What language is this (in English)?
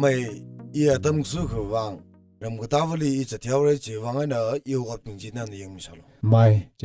Tangkhul Naga (India)